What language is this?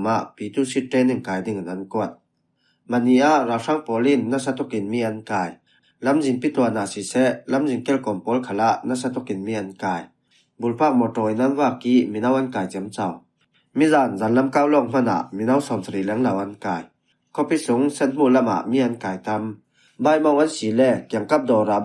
Falam Chin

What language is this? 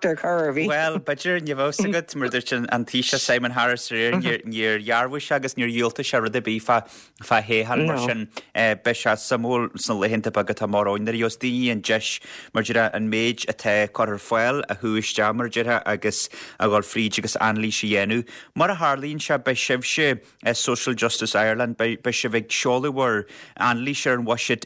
Irish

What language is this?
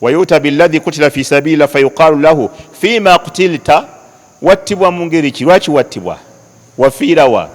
Ganda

